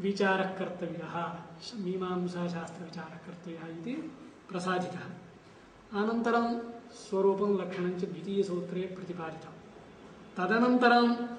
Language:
Sanskrit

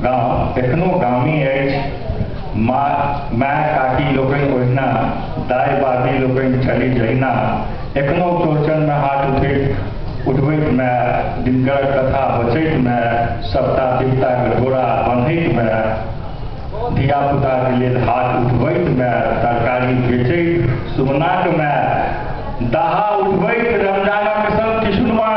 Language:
Maithili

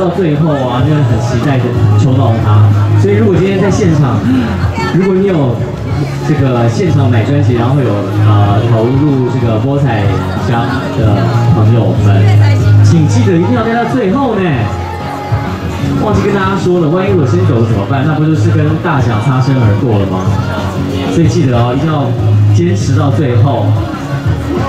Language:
Chinese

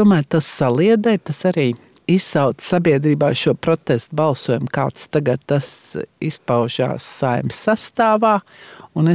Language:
Latvian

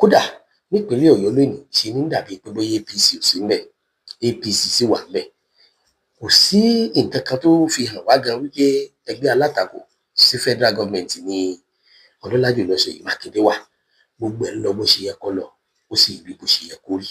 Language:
Yoruba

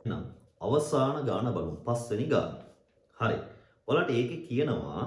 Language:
Sinhala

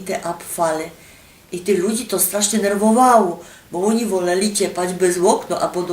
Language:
Silesian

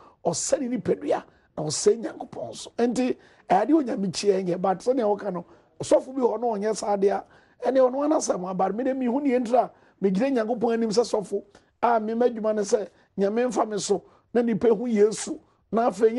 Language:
Akan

